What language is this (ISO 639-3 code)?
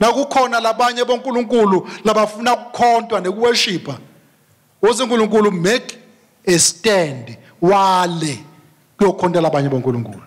ssw